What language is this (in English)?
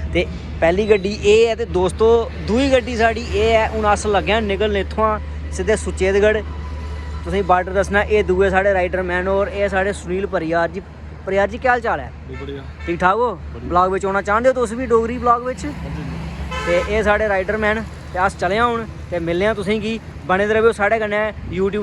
Dogri